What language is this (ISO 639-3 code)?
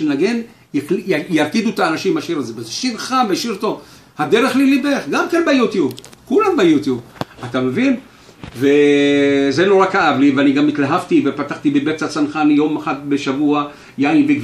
heb